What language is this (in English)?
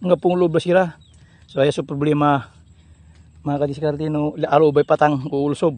Pangasinan